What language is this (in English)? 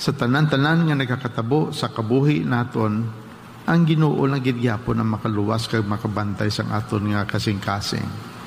Hiligaynon